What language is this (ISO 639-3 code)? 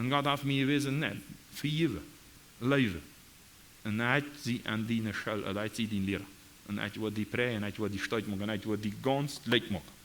pdt